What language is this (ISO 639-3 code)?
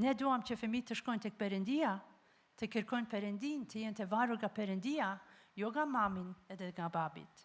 sqi